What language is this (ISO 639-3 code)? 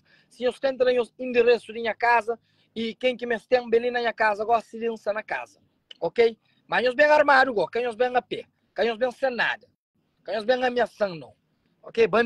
kea